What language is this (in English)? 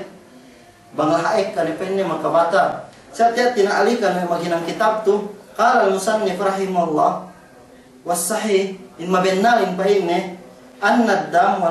Yakan